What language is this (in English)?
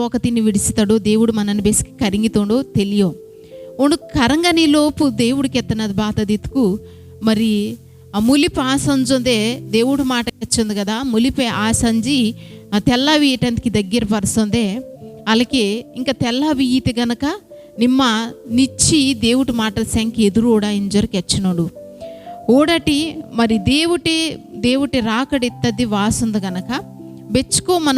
Koya